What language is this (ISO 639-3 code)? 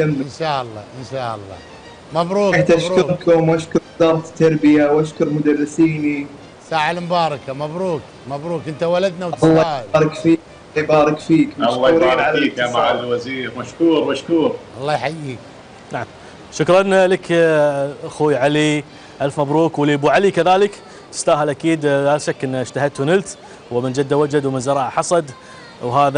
afb